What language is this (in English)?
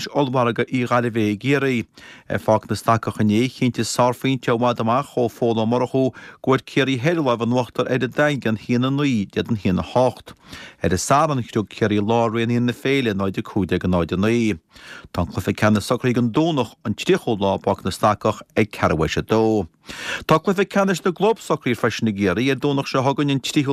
Irish